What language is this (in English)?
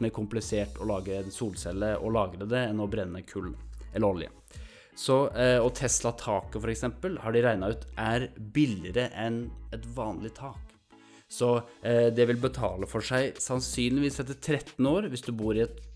Norwegian